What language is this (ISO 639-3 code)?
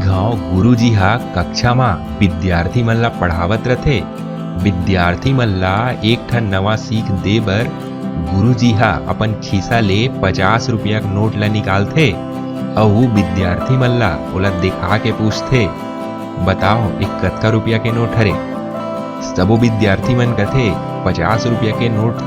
hne